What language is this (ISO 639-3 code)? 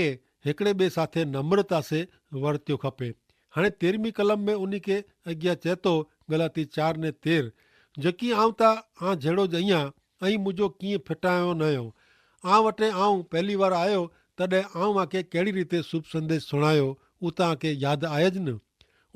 kfr